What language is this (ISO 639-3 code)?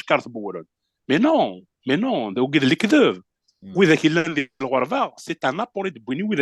kab